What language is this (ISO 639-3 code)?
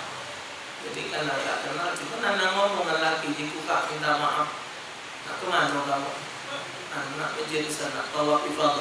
mui